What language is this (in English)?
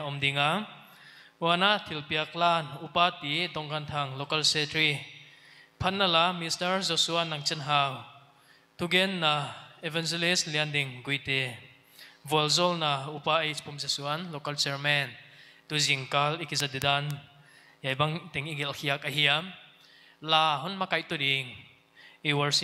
Paite Chin